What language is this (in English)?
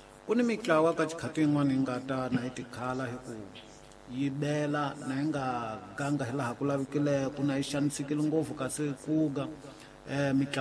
Tsonga